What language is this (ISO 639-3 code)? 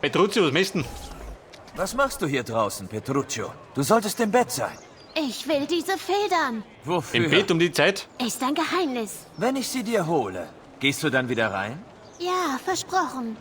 bar